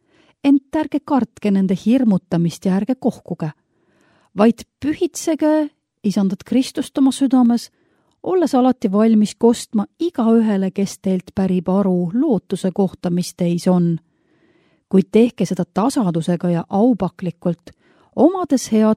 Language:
Estonian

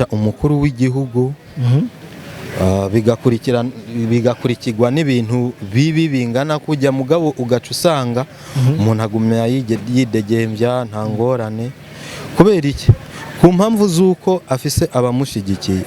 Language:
Rundi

